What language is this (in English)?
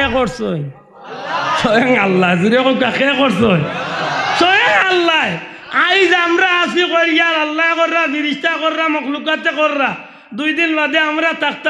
Sylheti